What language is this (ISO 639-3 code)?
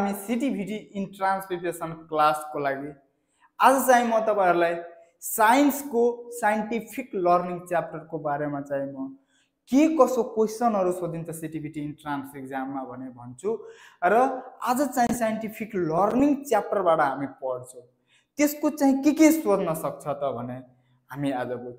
nep